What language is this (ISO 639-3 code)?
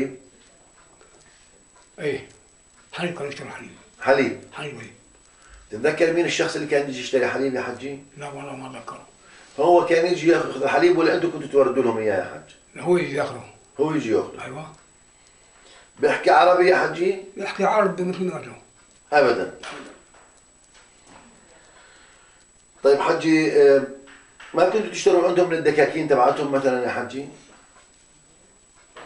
ajp